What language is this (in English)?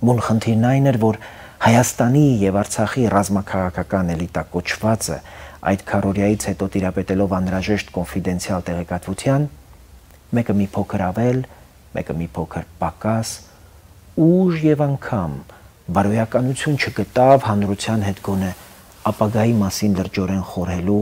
Armenian